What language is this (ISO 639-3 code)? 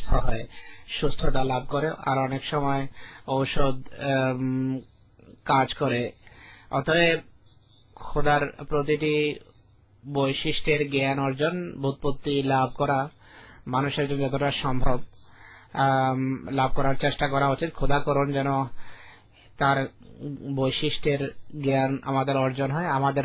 ben